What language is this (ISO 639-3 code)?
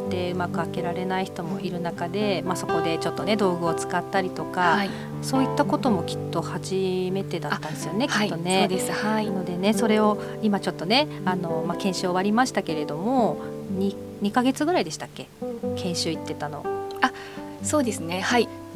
jpn